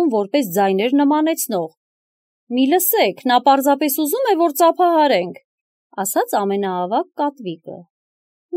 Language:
Armenian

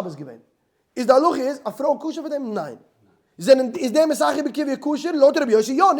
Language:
Yiddish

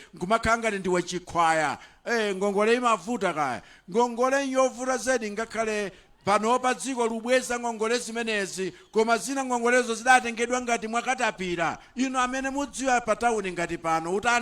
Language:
Nyanja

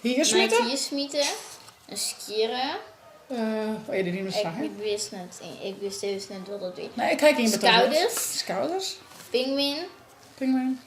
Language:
Western Frisian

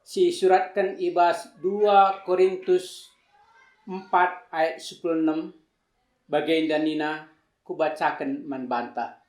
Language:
Batak Karo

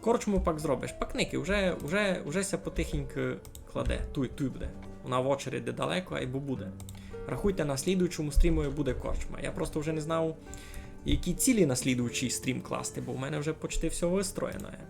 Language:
Rusyn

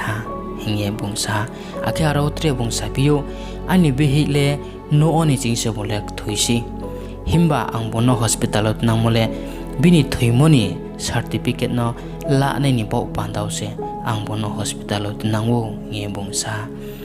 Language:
Riang (India)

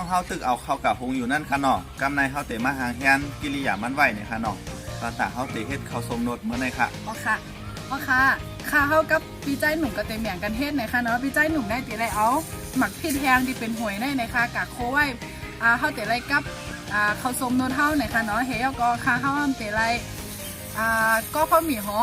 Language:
Shan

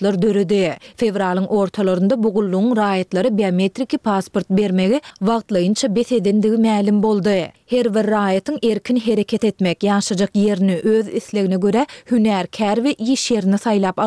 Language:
Turkmen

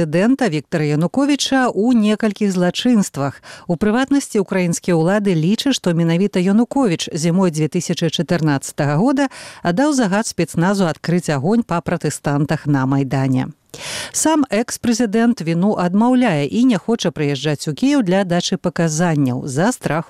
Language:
Belarusian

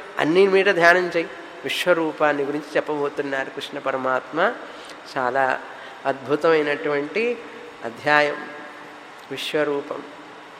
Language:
Telugu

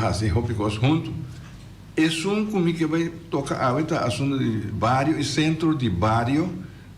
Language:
Papiamento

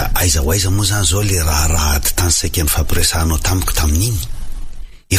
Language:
Malagasy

